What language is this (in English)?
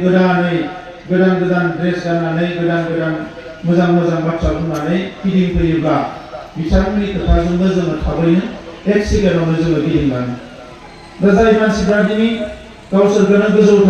Bodo